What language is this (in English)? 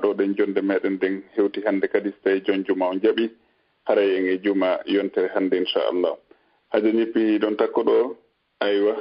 Fula